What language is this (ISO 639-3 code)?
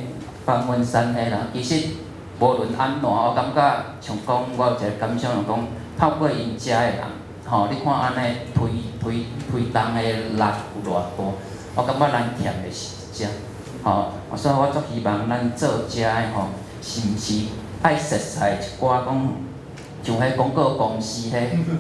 nan